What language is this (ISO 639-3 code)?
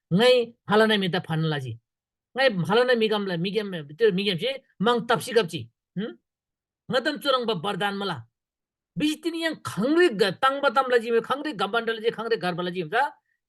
taj